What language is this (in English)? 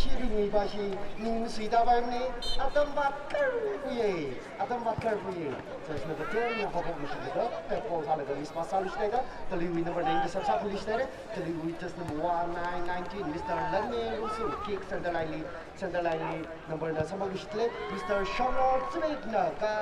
Tangkhul Naga (India)